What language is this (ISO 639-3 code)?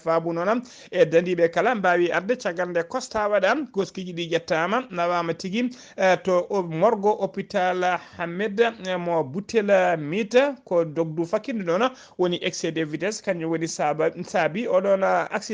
ful